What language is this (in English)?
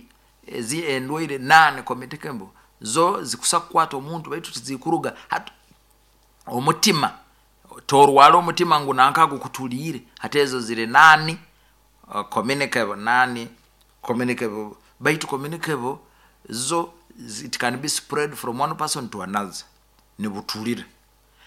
Nyoro